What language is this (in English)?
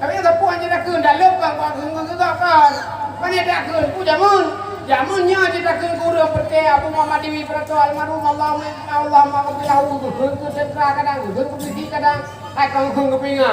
Achinese